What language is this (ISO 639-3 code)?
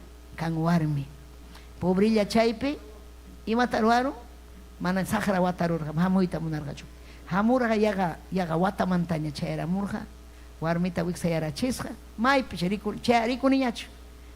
quy